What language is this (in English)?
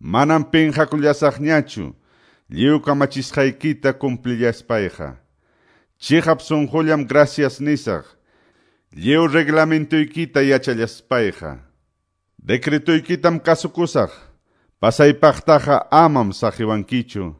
Quechua